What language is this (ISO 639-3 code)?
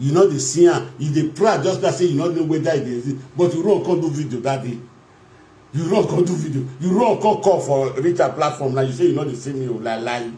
pcm